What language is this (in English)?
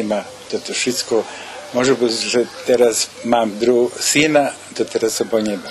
Rusyn